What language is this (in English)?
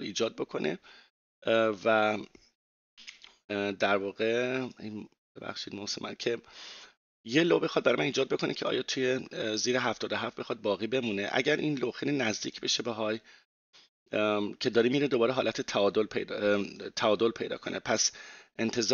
Persian